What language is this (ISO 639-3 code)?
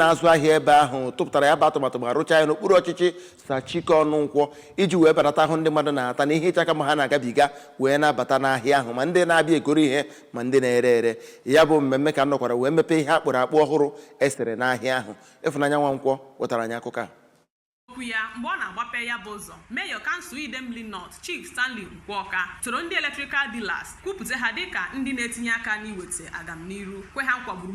ibo